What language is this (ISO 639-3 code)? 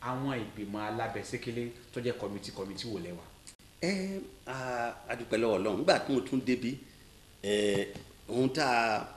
yor